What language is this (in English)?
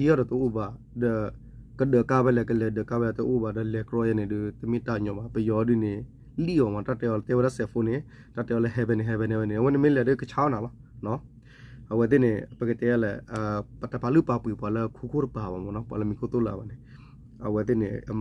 S'gaw Karen